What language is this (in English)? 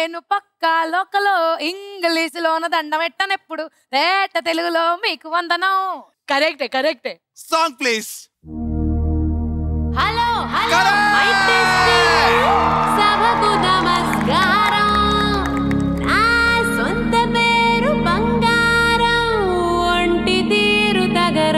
Telugu